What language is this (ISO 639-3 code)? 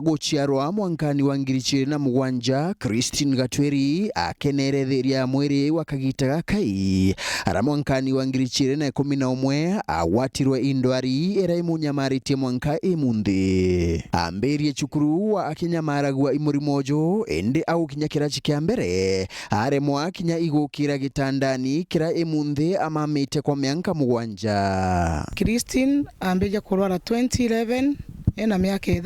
mer